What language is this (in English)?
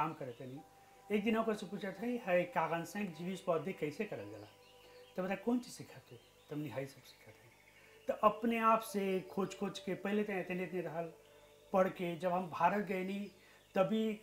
Bhojpuri